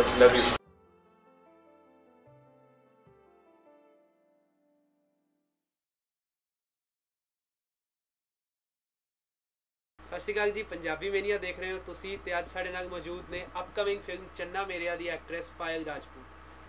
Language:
Punjabi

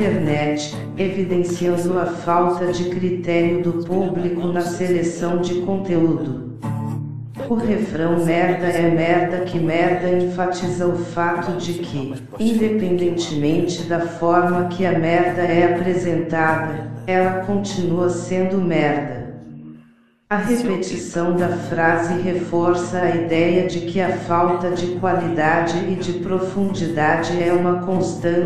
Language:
Portuguese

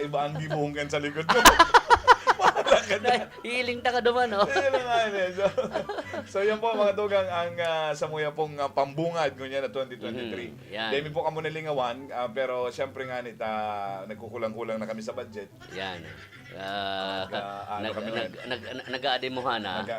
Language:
Bikol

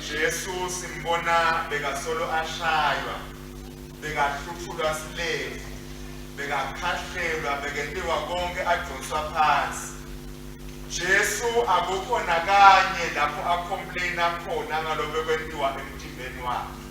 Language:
Swati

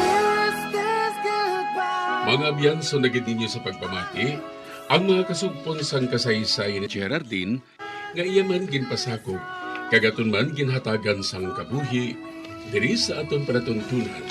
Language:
Hiligaynon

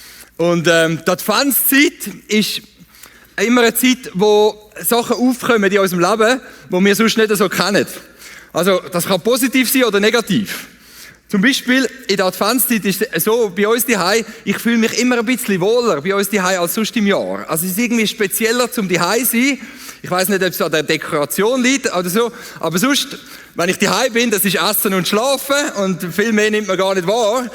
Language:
Swiss German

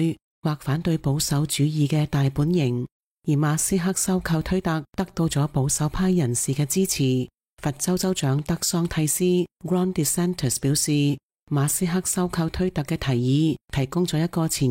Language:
Cantonese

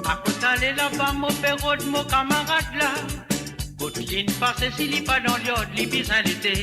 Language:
Morisyen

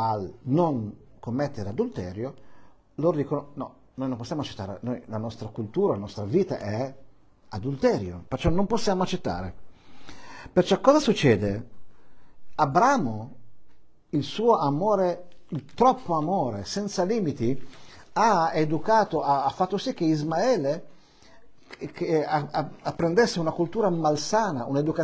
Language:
Italian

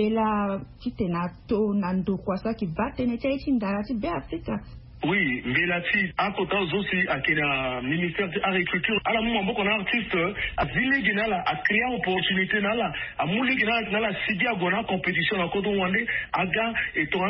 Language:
Sango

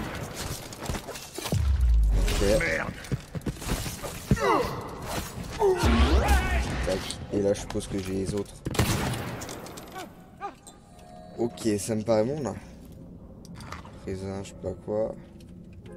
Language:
French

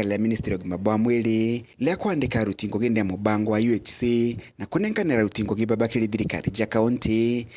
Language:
Meru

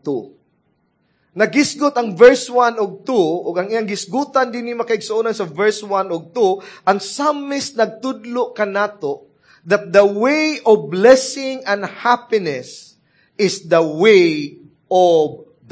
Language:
Cebuano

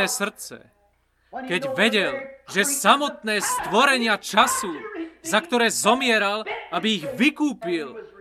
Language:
Slovak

